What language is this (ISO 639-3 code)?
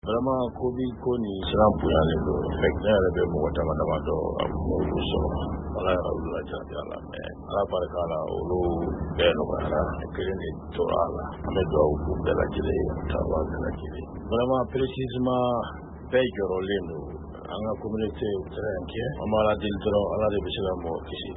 bam